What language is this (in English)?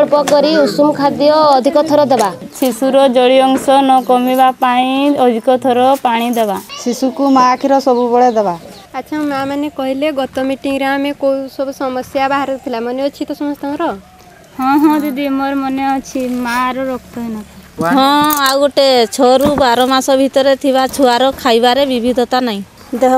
Odia